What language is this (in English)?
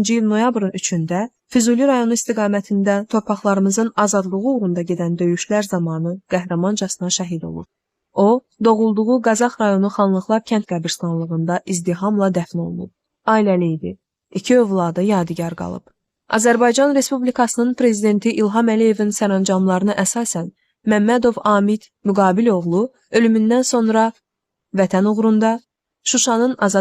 Azerbaijani